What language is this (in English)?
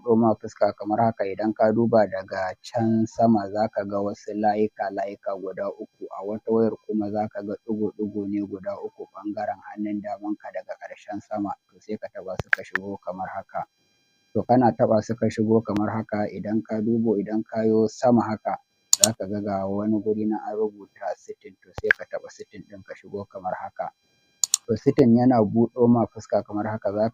Hausa